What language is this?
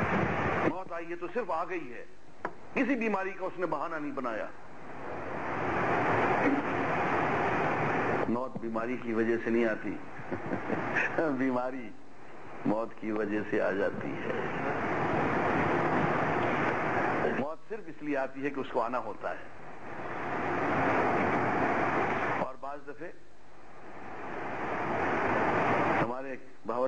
Urdu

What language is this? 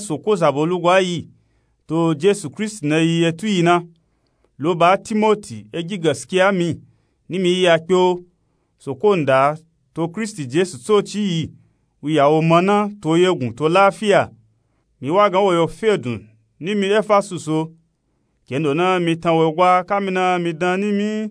Nupe-Nupe-Tako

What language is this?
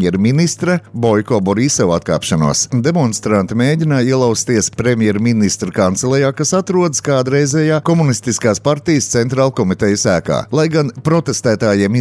Latvian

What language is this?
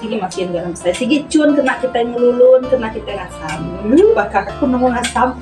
Iban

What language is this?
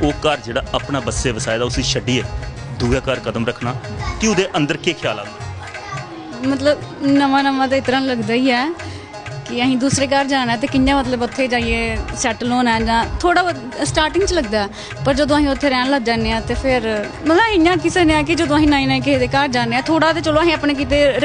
Dogri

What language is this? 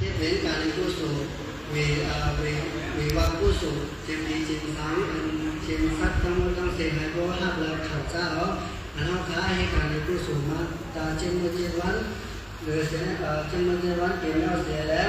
Shan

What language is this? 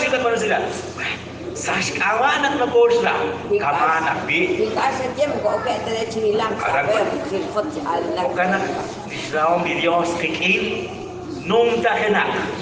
Kekchí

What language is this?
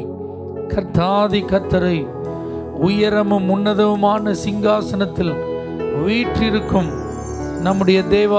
Tamil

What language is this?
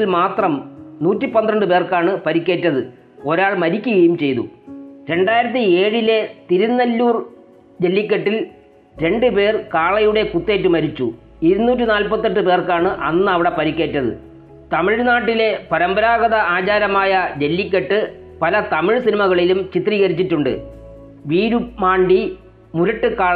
Malayalam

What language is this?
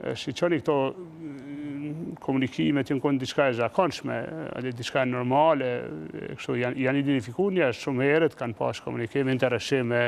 Albanian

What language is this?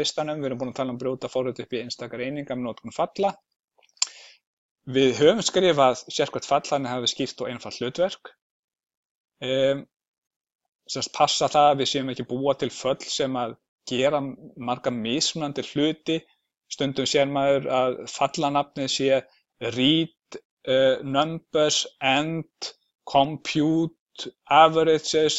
Icelandic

